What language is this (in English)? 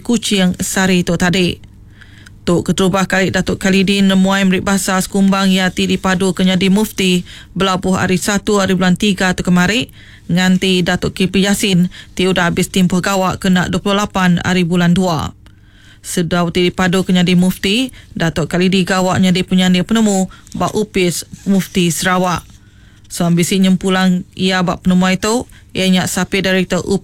Iban